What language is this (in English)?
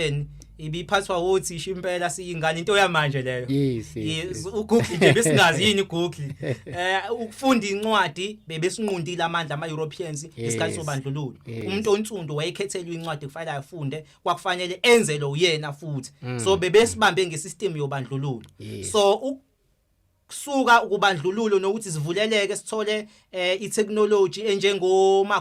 Zulu